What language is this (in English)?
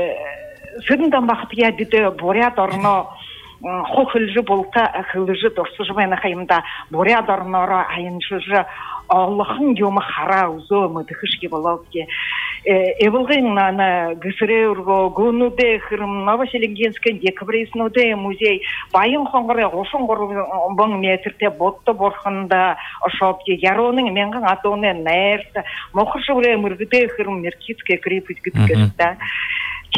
Buriat